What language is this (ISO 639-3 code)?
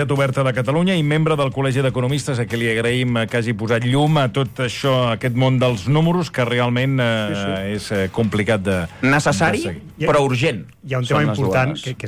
cat